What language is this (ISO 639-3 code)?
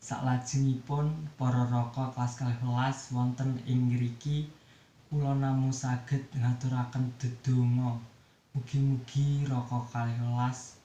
jav